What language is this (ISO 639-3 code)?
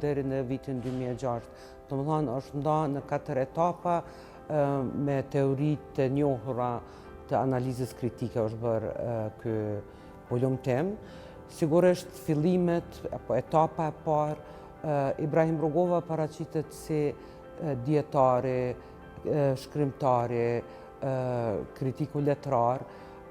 sqi